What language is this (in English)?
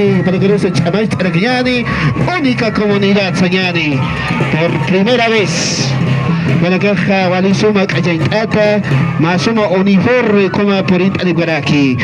Aymara